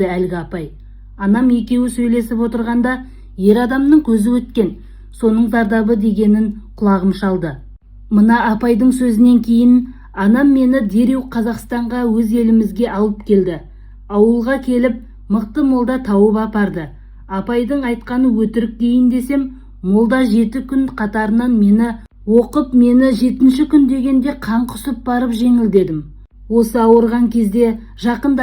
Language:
Kazakh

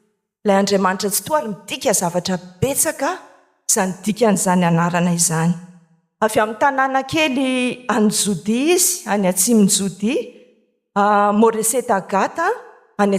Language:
Malagasy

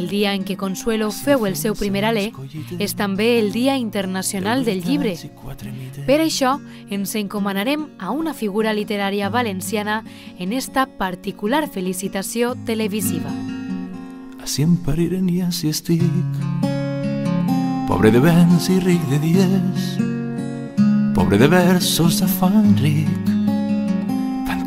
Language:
Catalan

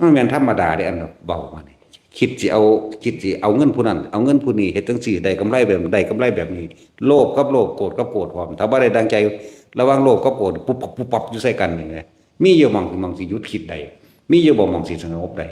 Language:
Northeastern Thai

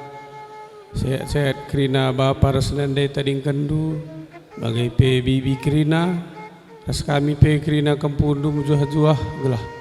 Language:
Batak Karo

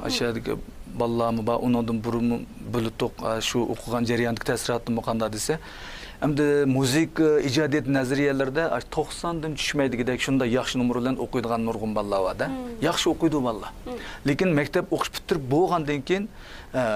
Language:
Uyghur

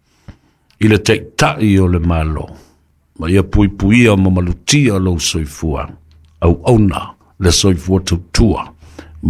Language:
Samoan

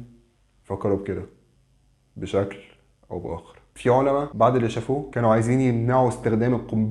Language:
Egyptian Arabic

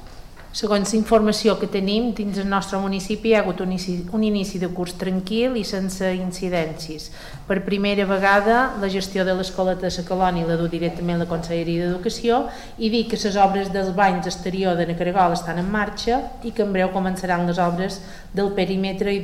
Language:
Catalan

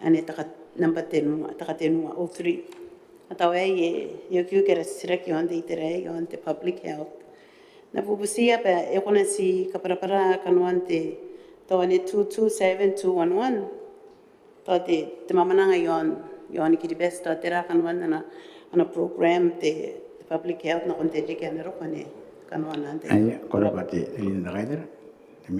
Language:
Gilbertese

